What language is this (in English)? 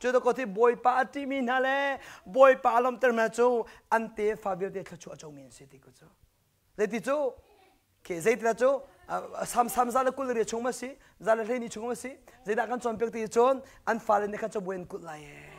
Hakha Chin